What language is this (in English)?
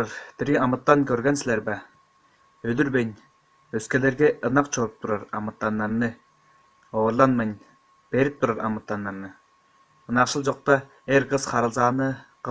Tuvinian